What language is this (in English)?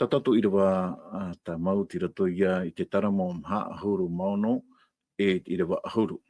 Tahitian